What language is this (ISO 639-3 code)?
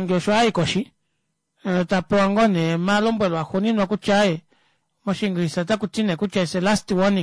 kua